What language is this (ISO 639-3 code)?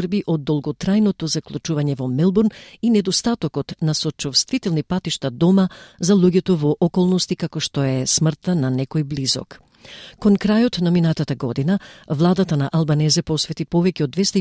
mkd